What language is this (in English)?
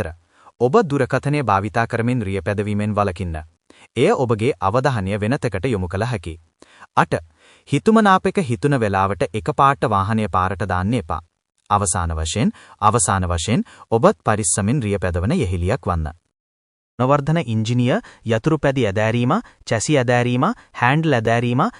Sinhala